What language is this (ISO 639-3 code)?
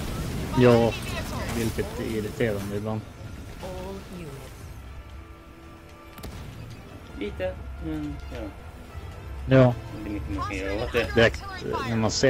swe